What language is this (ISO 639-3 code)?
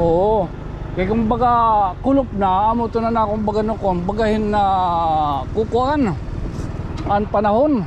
war